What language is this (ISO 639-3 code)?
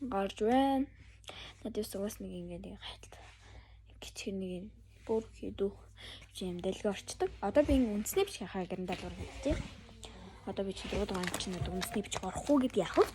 mon